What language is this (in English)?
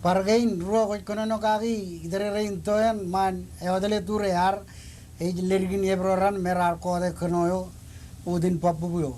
Marshallese